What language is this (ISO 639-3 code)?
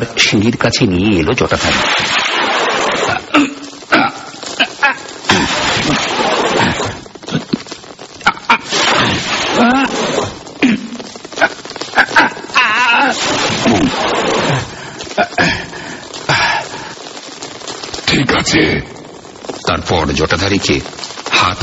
ben